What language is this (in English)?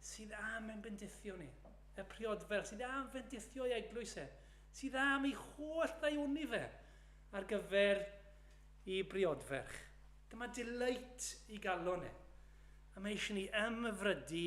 Welsh